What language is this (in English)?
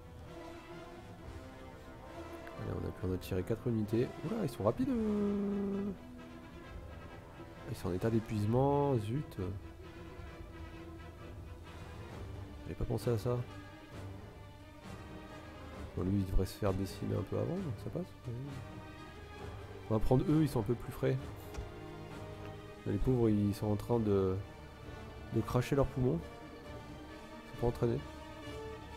French